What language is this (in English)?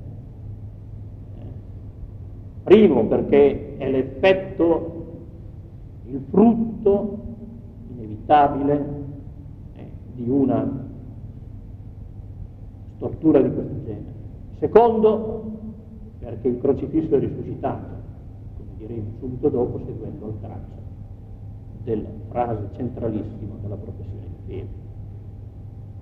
Italian